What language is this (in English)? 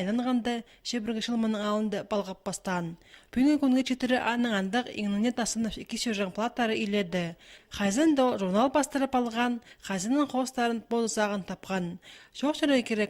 Khakas